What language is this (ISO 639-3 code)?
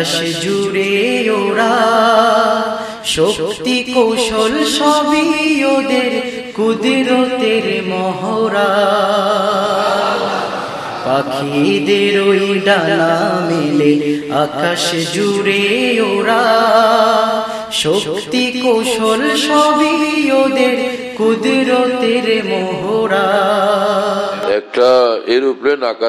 ben